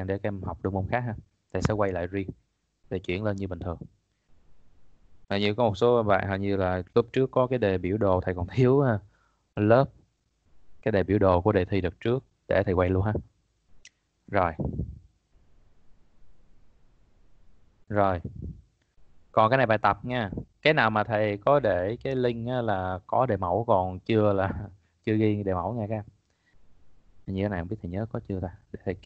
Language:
Vietnamese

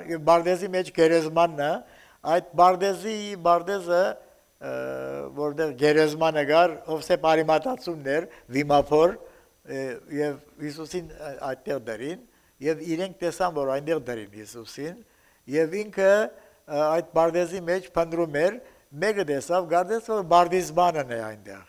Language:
Armenian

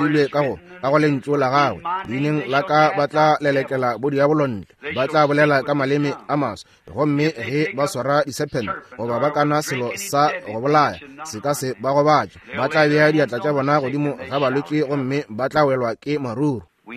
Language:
Northern Sotho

